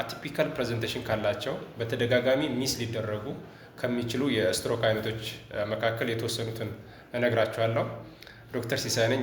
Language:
Amharic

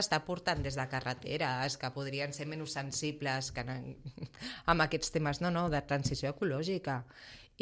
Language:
Catalan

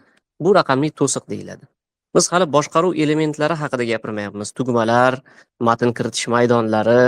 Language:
Uzbek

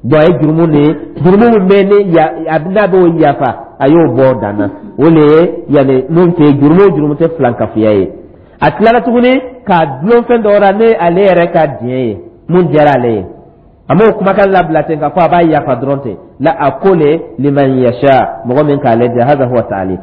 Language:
Dyula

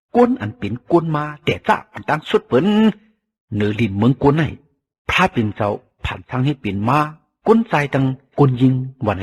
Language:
Shan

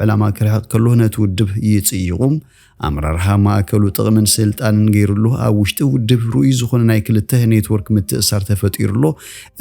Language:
Tigrinya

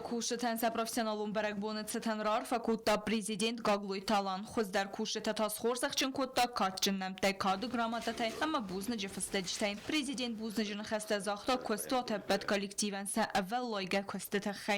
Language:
Ossetic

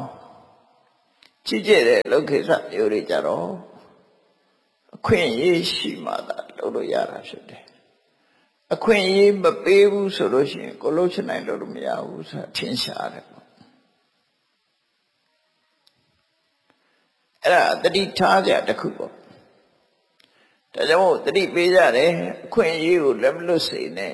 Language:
Burmese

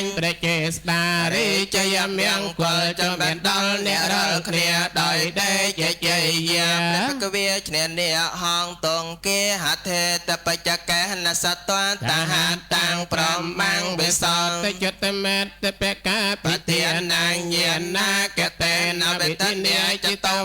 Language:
Khmer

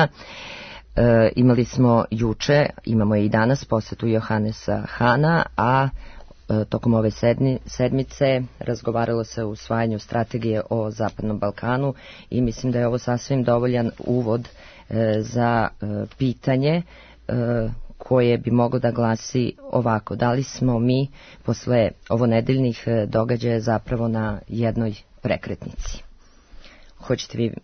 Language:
Serbian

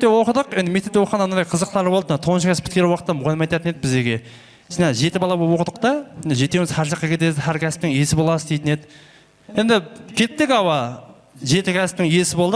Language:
Kara-Kalpak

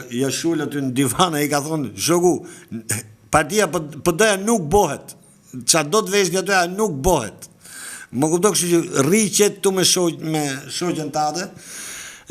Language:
Albanian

